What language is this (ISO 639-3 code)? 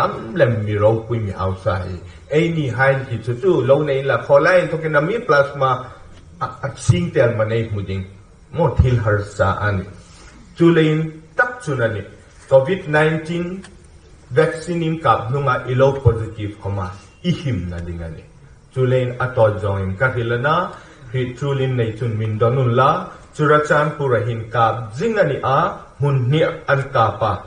hmr